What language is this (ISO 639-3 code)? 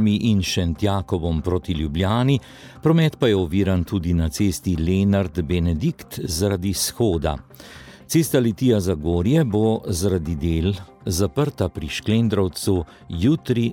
slv